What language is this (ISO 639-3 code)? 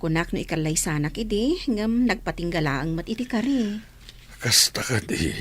ilo